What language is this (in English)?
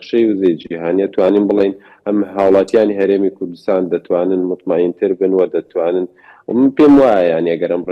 Central Kurdish